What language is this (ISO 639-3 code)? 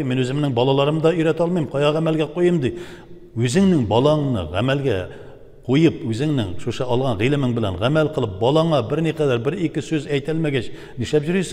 tat